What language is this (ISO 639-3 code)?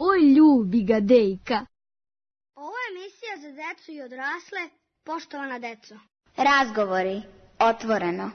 srp